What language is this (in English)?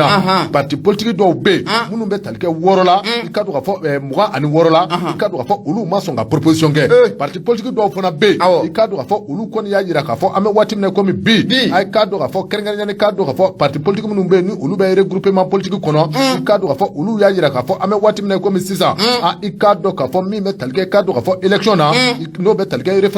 Bambara